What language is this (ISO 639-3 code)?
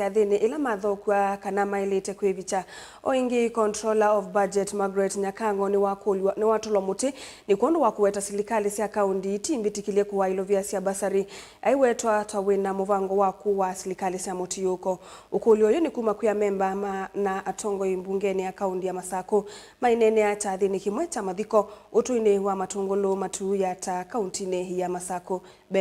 kam